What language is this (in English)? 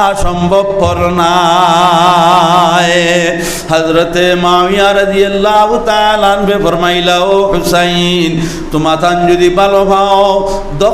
Sylheti